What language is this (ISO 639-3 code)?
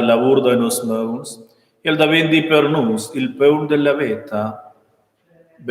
roh